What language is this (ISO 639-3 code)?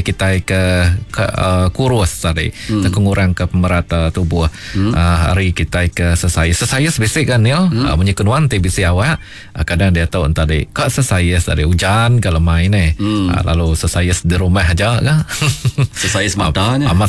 iba